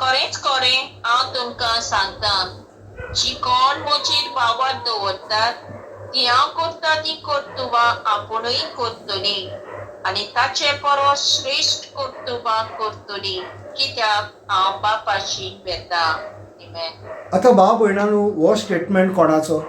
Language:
Konkani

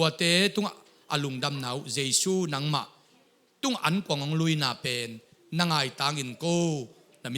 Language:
Tedim Chin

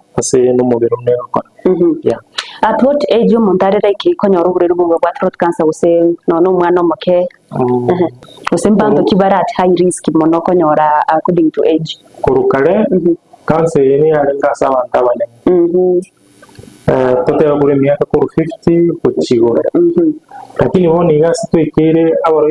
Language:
Gusii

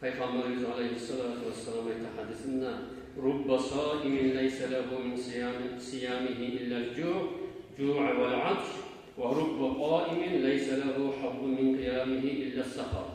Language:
Kumyk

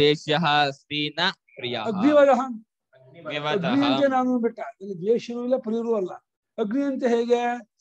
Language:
Kannada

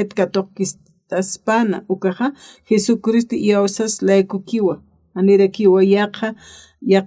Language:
Aymara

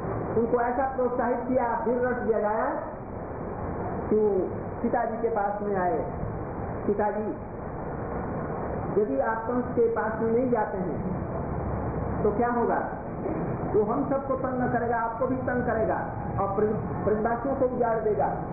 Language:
Hindi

